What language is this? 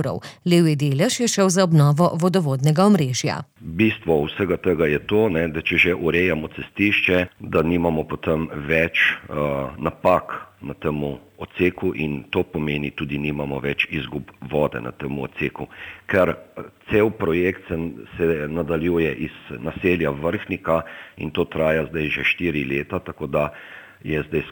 Slovenian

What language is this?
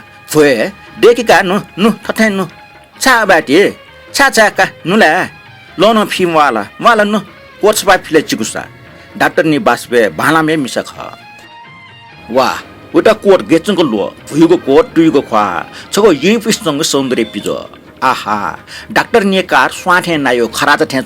Newari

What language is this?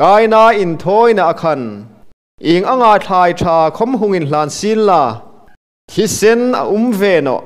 Hmar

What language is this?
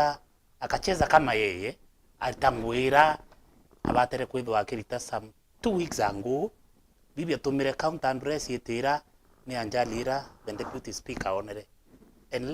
Meru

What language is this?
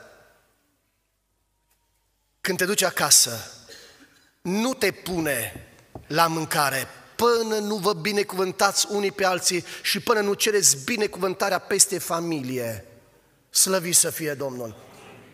Romanian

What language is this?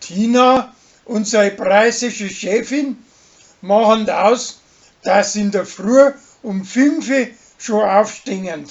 Bavarian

